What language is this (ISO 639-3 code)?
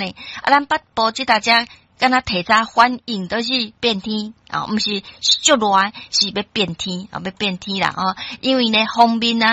nan